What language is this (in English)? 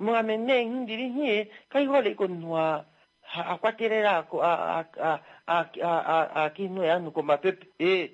Kuanyama